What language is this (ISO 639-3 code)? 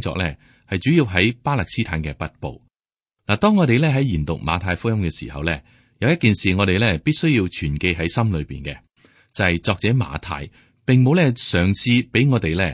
yue